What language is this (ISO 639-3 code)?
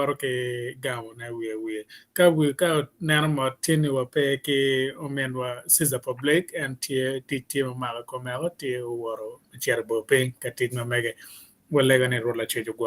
ach